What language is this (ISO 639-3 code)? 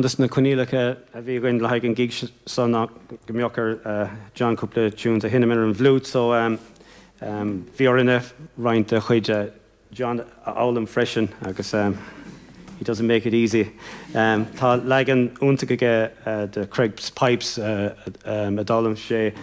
gle